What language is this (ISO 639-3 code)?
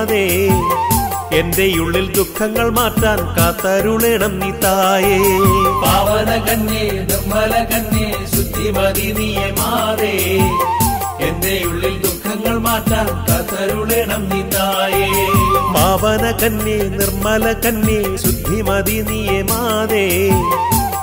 mal